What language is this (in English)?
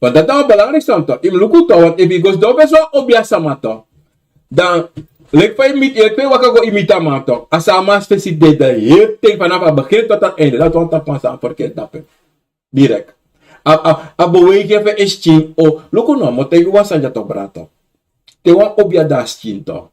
Sranan Tongo